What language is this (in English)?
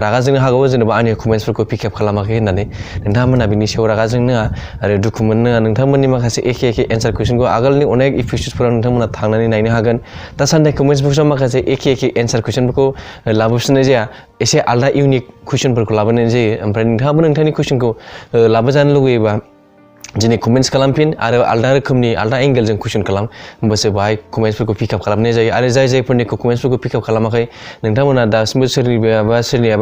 Bodo